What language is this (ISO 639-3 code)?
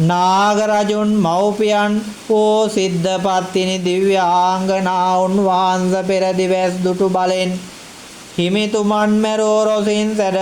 sin